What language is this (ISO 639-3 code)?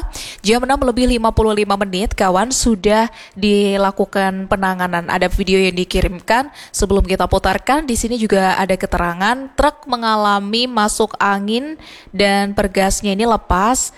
ind